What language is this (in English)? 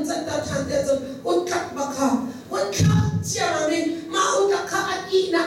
Hakha Chin